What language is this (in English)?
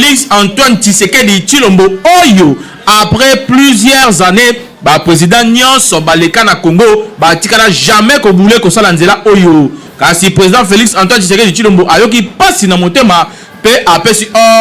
Lingala